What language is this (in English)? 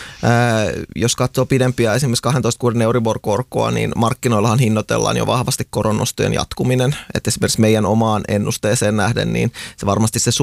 Finnish